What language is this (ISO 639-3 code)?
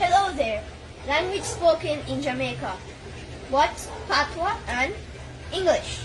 jam